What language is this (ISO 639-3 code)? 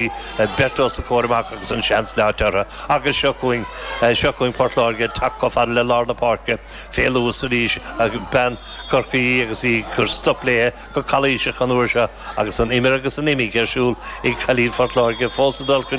gle